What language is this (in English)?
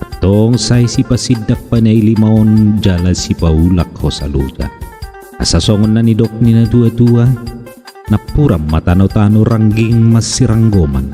Batak Toba